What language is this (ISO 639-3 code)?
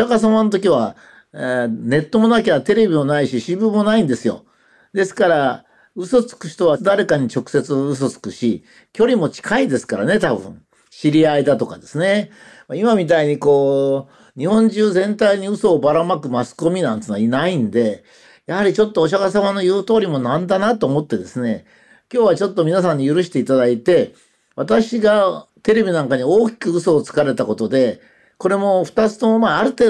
jpn